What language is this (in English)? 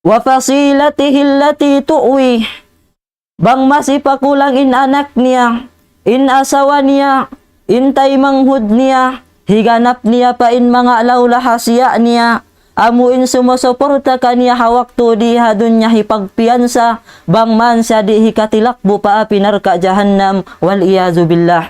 Tausug